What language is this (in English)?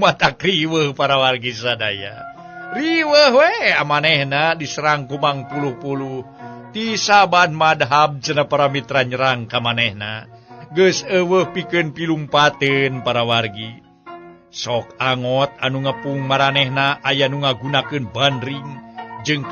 Sundanese